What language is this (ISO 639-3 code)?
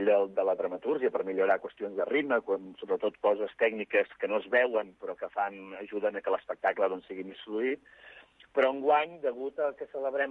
cat